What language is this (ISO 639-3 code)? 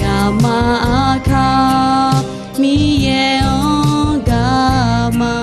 ahk